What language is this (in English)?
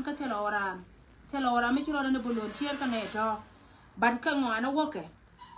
Nuer